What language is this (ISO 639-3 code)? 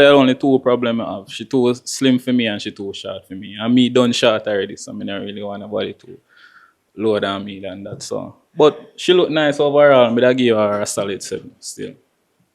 jam